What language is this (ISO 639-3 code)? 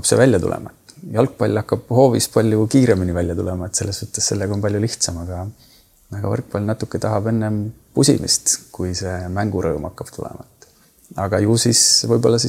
est